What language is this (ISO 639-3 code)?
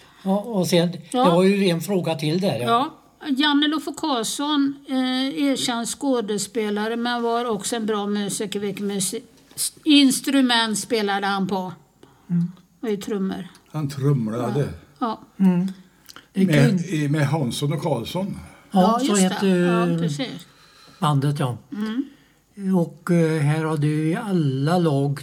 swe